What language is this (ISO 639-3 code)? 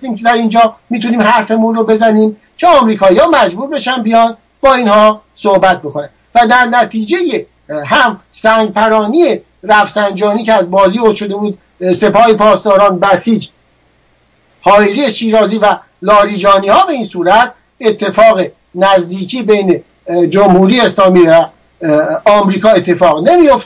fas